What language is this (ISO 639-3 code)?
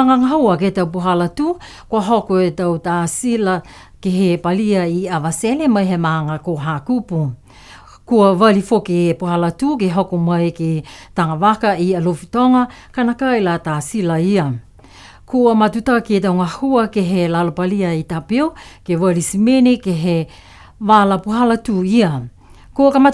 niu